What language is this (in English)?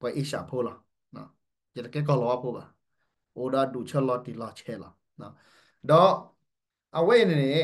S'gaw Karen